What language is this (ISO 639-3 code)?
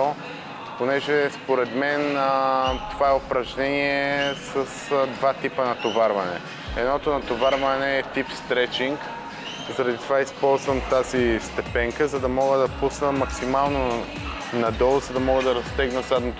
bul